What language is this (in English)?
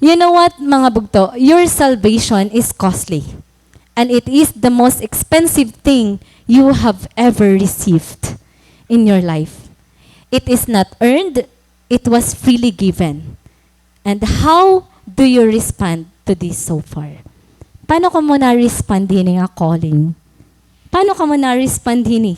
Waray